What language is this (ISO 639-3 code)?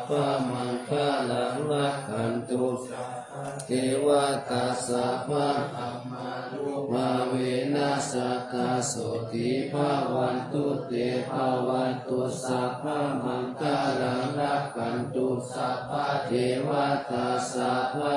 pli